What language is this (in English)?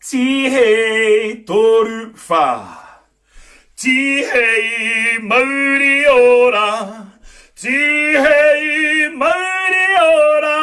Māori